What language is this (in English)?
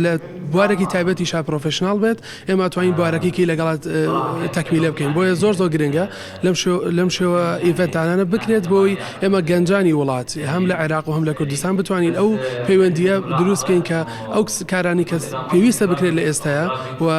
Central Kurdish